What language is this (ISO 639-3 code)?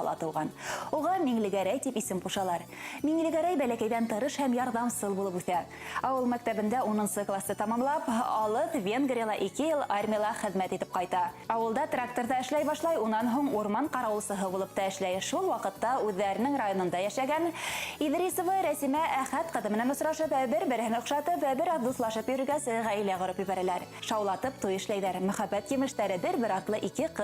bak